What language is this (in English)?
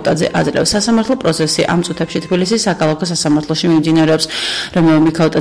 Georgian